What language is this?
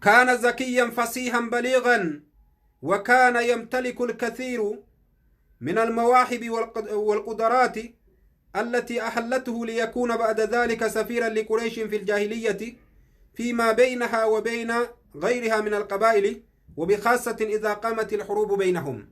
Oromo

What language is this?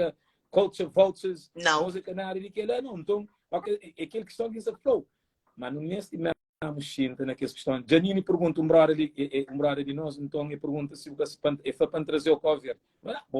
Kabuverdianu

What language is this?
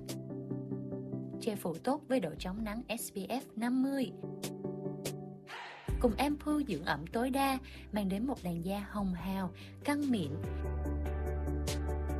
Vietnamese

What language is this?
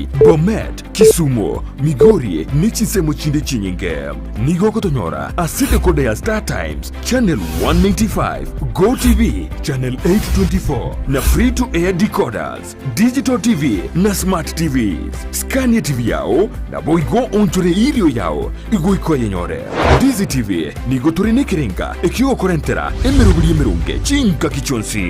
Gusii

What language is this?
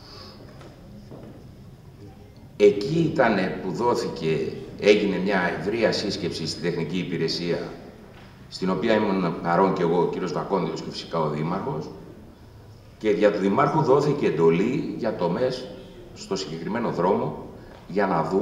Greek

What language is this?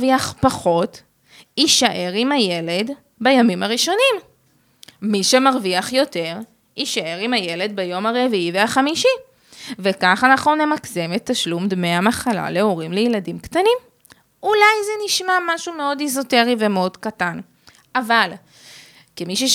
Hebrew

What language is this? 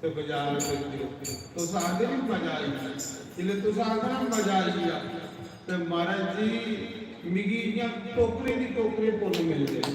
Dogri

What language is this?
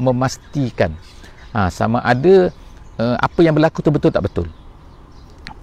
Malay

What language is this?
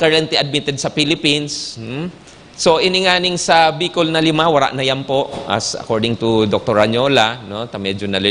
Bikol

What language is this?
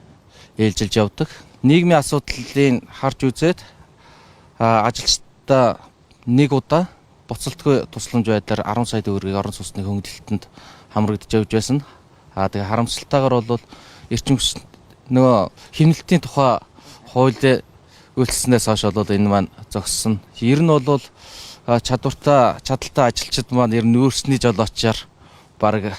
Mongolian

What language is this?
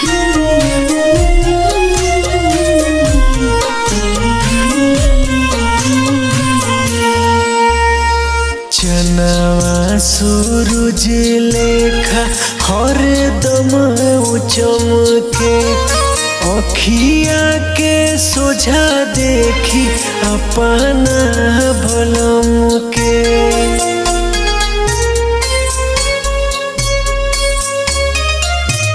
Bhojpuri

